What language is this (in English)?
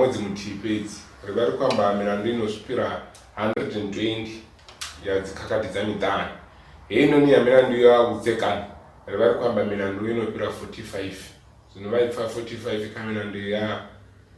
Venda